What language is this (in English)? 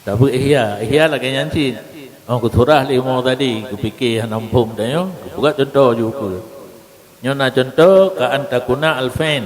Achinese